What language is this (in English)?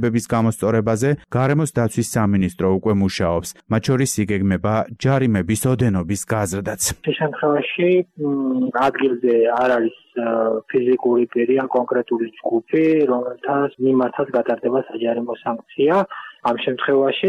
Georgian